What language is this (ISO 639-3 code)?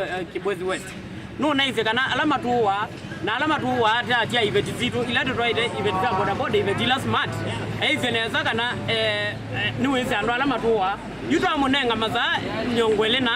kam